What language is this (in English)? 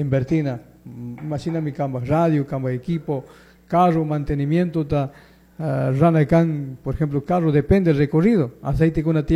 Chimborazo Highland Quichua